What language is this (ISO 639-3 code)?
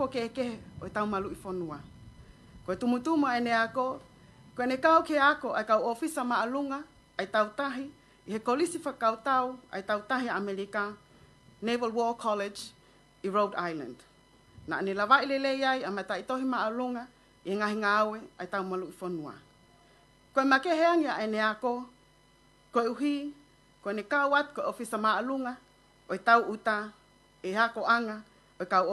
ton